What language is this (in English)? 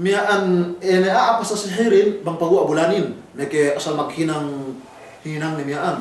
Yakan